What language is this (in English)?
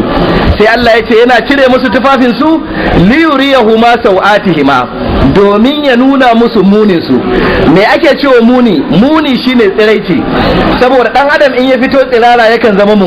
Hausa